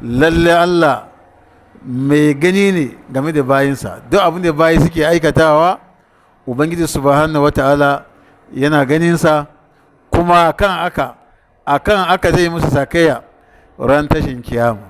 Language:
Hausa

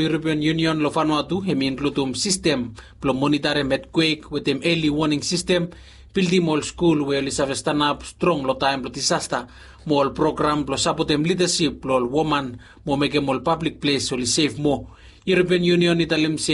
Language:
Bislama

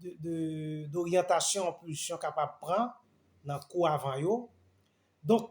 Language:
Haitian Creole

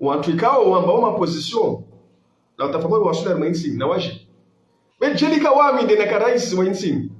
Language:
Ngazidja Comorian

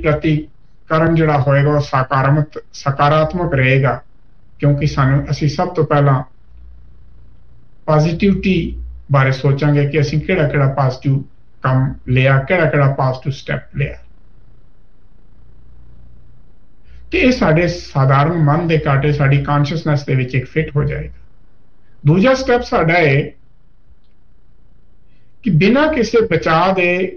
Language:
Punjabi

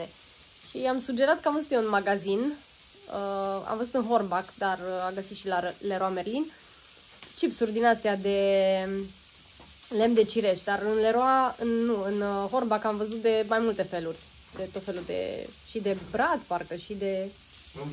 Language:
Romanian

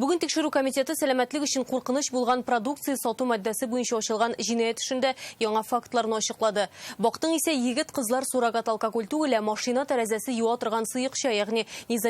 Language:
Tatar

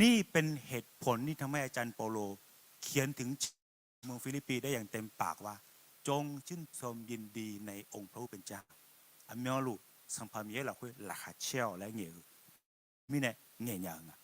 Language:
Akha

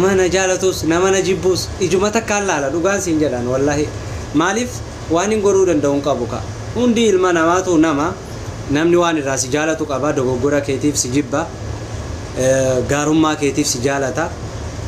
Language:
Oromo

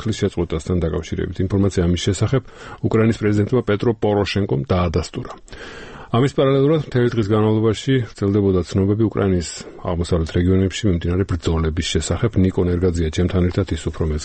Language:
Georgian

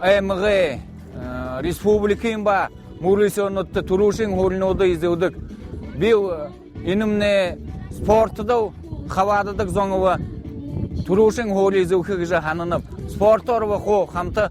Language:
Buriat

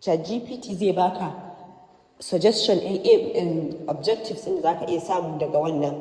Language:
Hausa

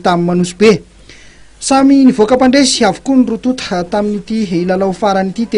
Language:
Malagasy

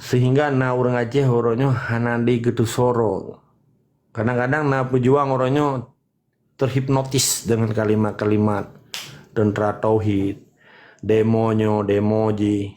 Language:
Achinese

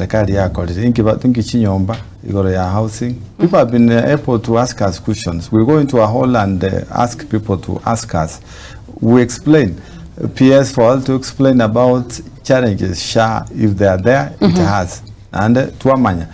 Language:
Gusii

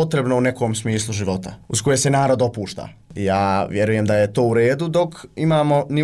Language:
Bosnian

